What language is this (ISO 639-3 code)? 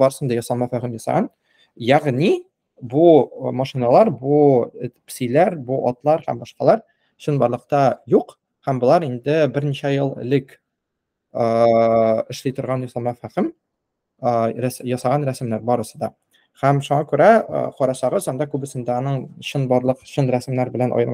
tat